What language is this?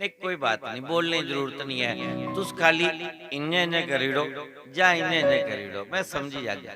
Dogri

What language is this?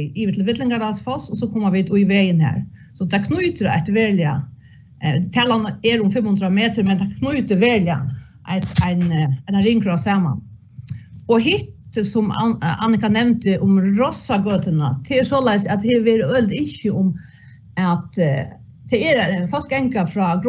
Faroese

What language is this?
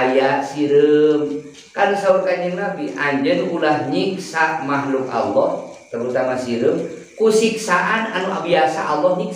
Sundanese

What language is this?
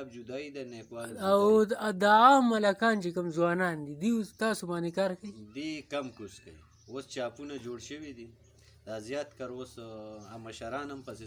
Pashto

